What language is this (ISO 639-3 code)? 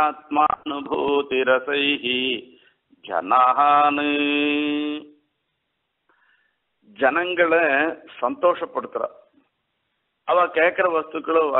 tam